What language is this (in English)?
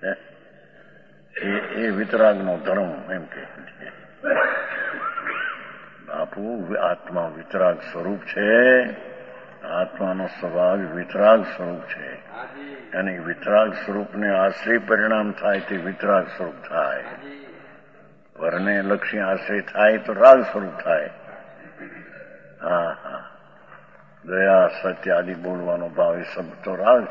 Gujarati